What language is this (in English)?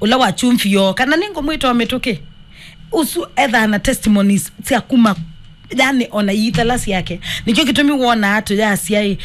Kamba